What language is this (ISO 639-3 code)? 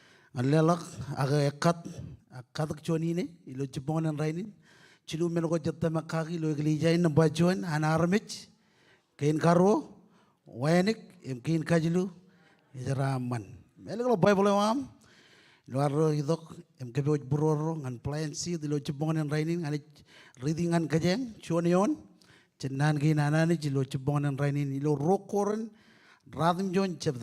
mah